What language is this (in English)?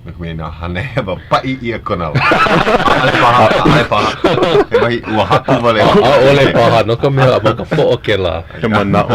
Hawaiian